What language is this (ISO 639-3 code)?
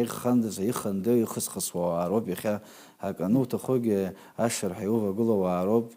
abk